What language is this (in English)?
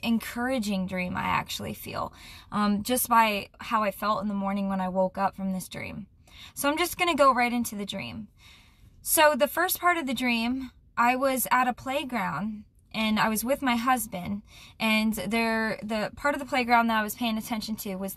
English